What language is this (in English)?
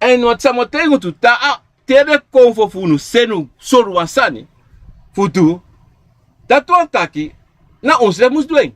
Sranan Tongo